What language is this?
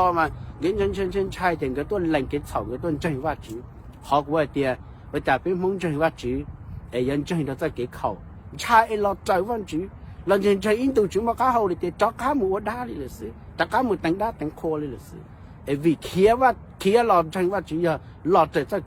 Hmong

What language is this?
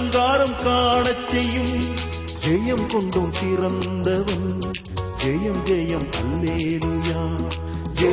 Tamil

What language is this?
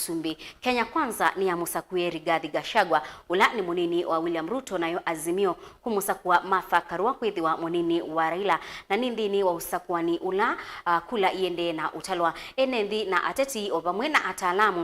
Kamba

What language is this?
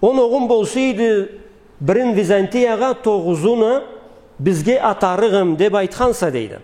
Karachay-Balkar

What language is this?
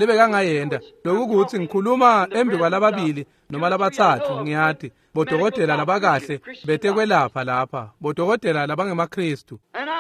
Swati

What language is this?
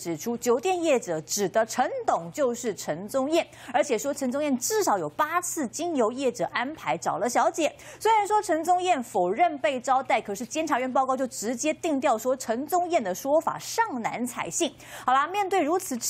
Chinese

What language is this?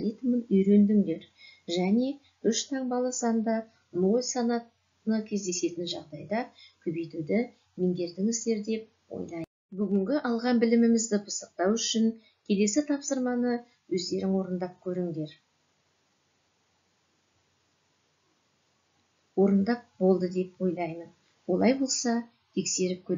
Kazakh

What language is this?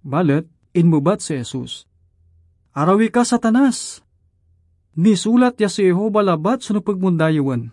Pangasinan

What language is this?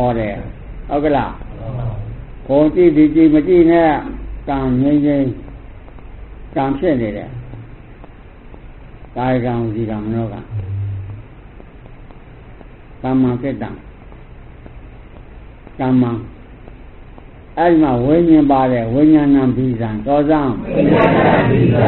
Burmese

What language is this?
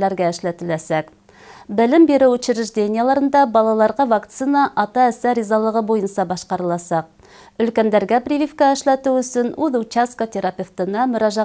Bashkir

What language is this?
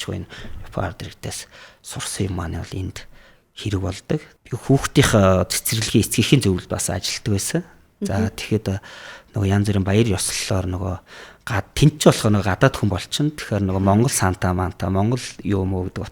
Mongolian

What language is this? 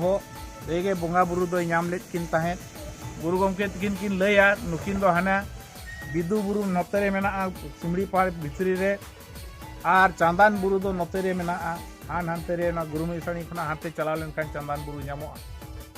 Santali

